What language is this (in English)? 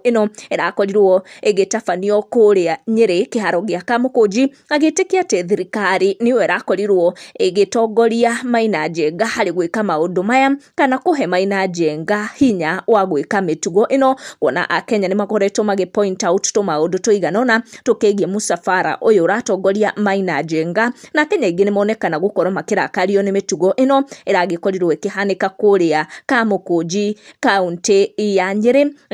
Kikuyu